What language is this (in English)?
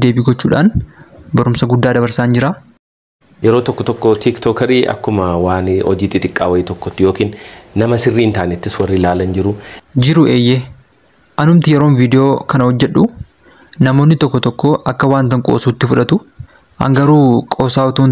Oromo